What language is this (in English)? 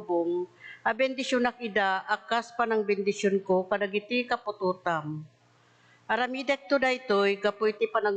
Iloko